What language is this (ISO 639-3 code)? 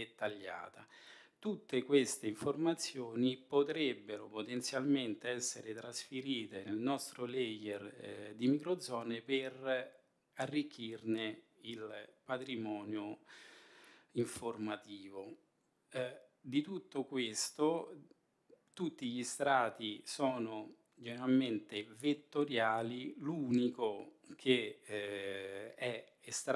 ita